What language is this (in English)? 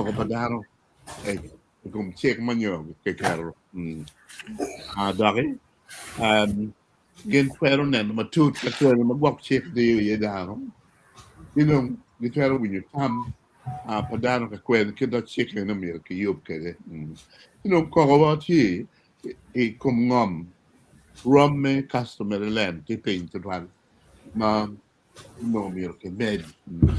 Acoli